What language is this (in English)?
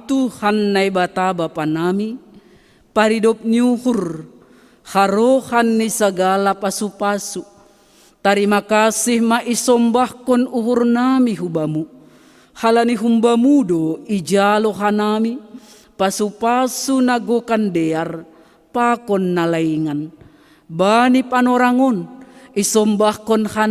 Batak Simalungun